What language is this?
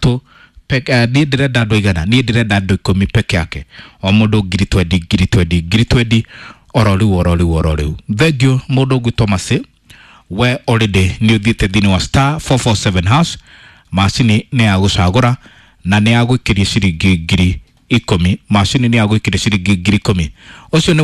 Kikuyu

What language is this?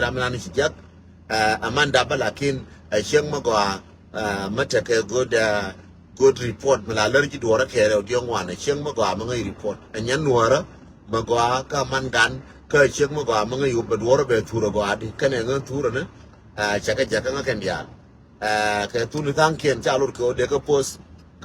Nuer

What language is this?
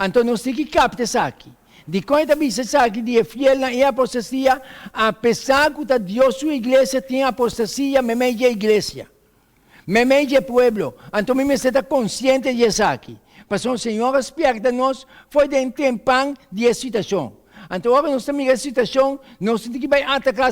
Papiamento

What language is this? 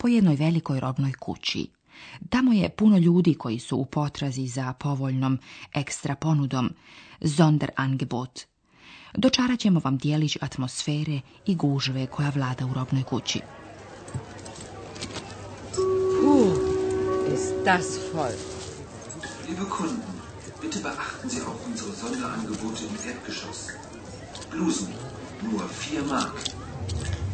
Bosnian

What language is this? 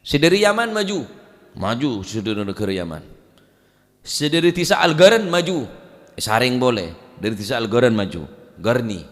Madurese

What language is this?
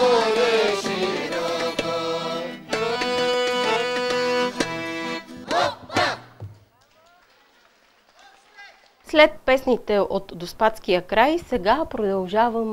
Bulgarian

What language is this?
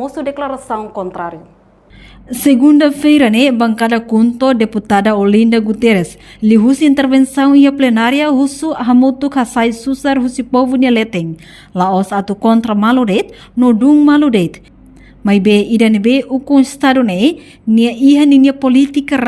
Tetum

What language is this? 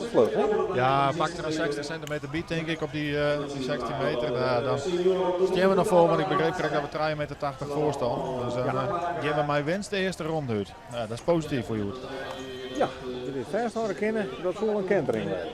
Western Frisian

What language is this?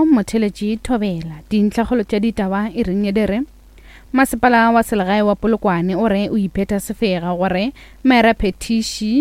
Northern Sotho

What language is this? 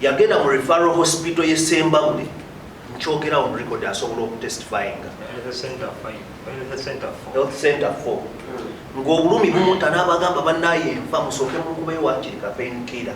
Ganda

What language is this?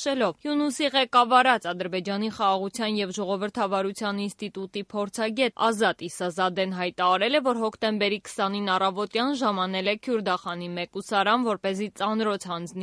Armenian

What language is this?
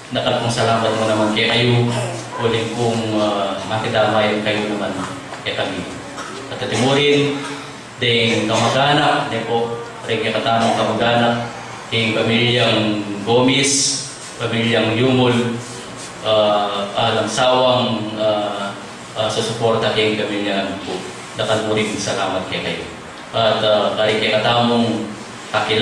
Pampanga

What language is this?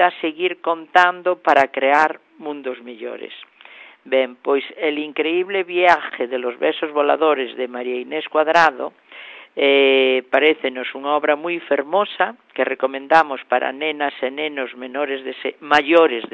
Galician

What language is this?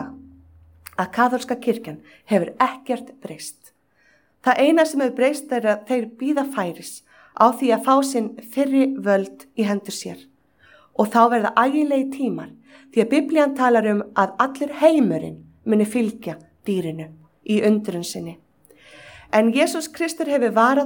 Icelandic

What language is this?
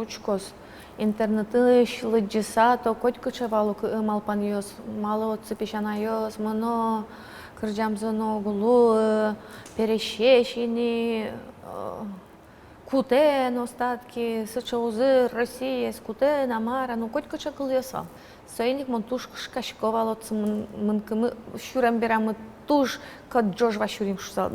Udmurt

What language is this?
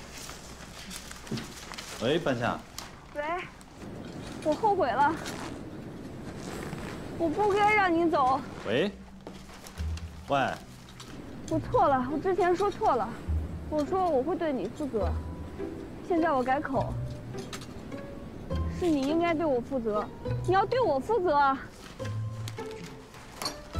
Chinese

